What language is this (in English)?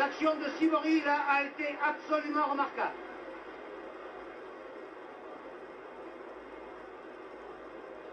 French